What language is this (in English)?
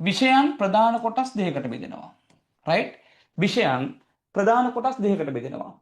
Sinhala